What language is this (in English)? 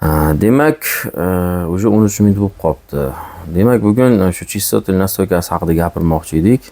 Uzbek